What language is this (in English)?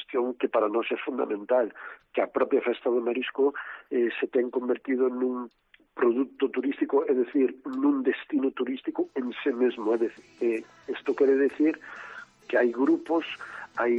Galician